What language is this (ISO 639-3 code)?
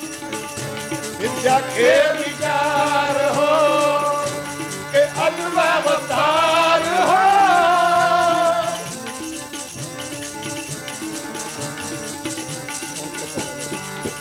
pan